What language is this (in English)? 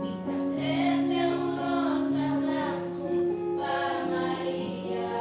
Papiamento